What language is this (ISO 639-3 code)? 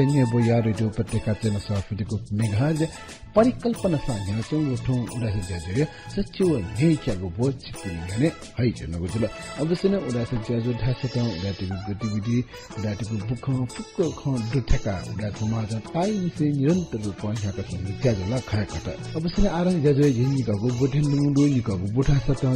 new